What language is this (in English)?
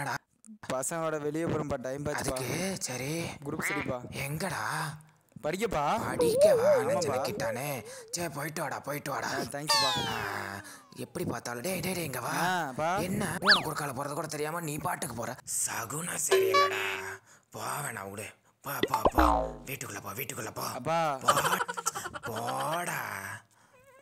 Tamil